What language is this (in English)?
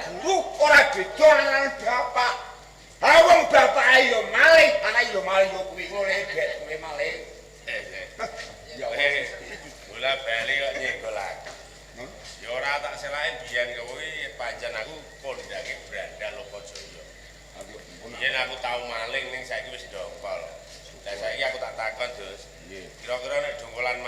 Javanese